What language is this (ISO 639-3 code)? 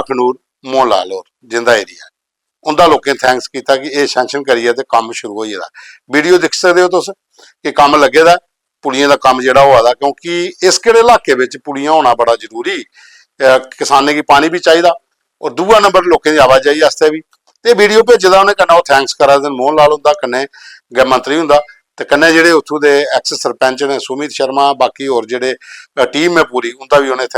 doi